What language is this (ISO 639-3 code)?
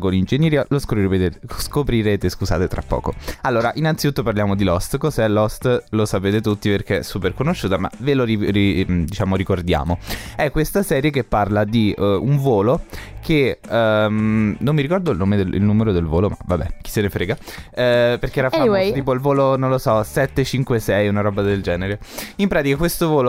ita